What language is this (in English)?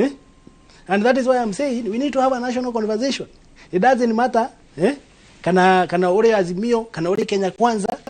Kikuyu